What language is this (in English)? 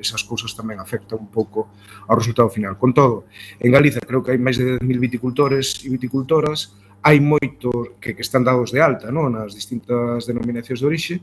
Galician